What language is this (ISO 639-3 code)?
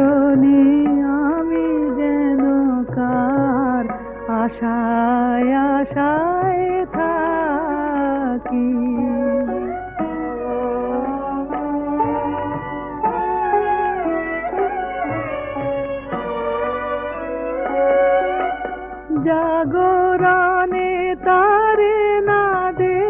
ben